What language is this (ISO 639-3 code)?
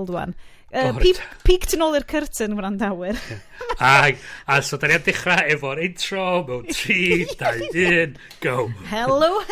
cym